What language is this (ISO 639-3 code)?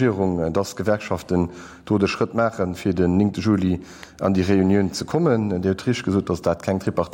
ltz